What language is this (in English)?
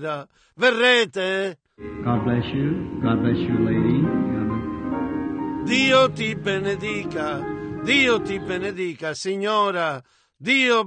Italian